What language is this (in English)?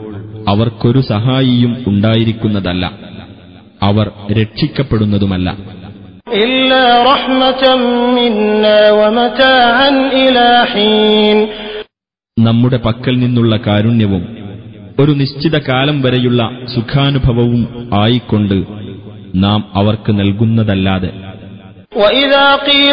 Malayalam